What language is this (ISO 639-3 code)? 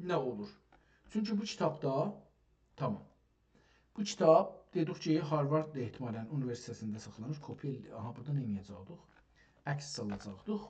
azb